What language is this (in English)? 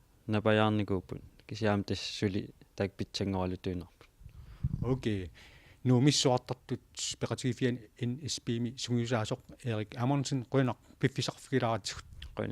Kalaallisut